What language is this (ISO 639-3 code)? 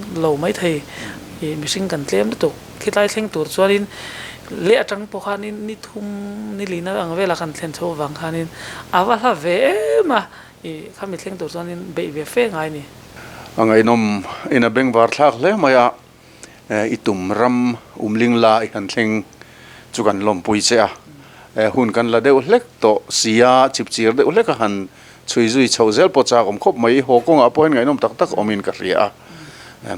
lus